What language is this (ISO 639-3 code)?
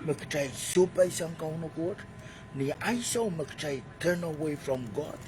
pon